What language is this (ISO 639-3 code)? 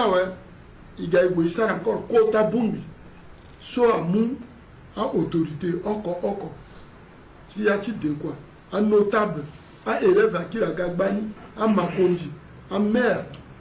sag